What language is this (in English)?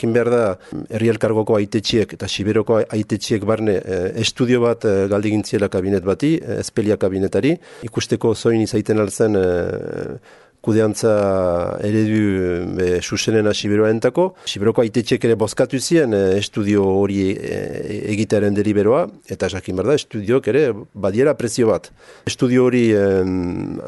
Basque